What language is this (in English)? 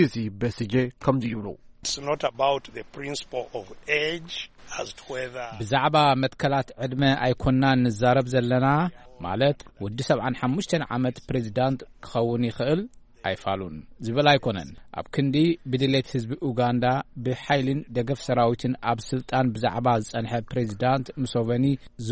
Tigrinya